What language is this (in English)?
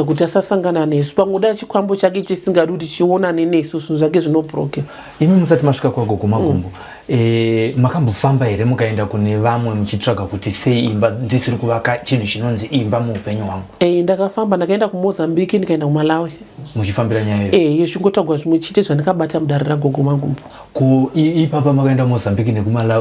Shona